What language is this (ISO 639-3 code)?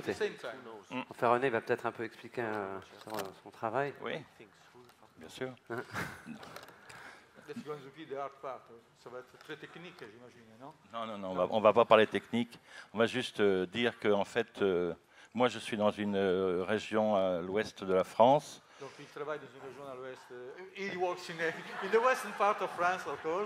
fra